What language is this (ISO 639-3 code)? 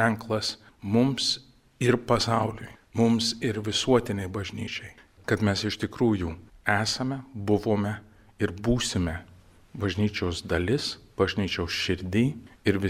lit